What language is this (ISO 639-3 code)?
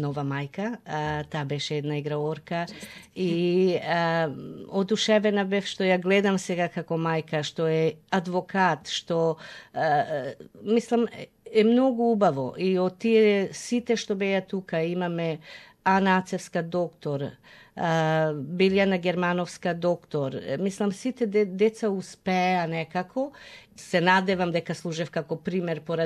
mkd